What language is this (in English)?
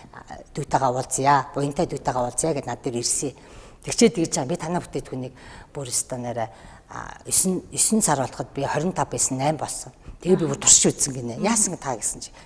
Mongolian